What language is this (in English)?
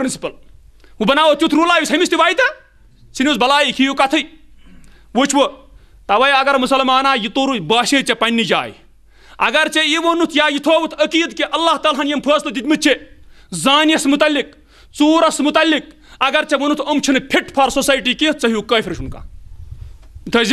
Kashmiri